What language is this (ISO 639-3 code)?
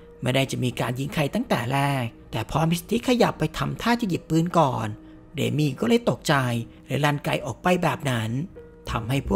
tha